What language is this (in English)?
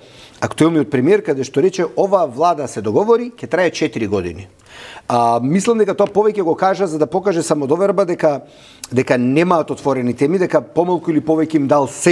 Macedonian